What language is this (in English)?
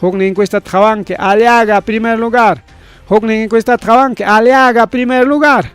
Ayacucho Quechua